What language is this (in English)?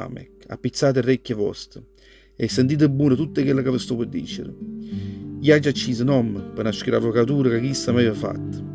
Neapolitan